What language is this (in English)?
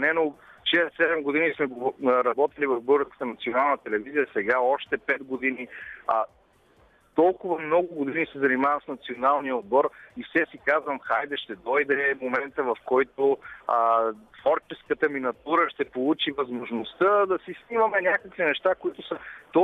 Bulgarian